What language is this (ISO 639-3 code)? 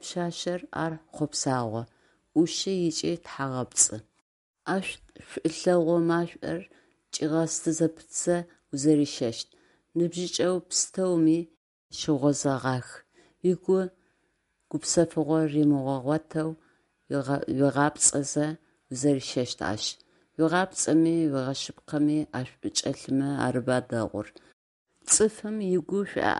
ady